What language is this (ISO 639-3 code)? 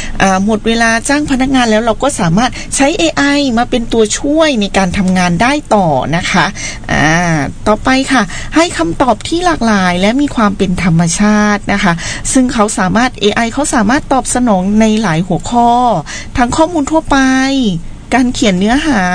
tha